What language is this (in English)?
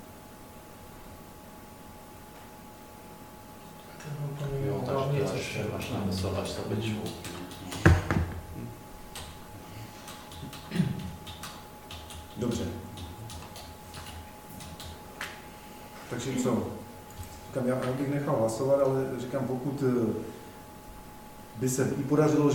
Czech